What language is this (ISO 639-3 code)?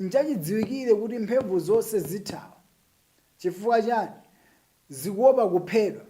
nya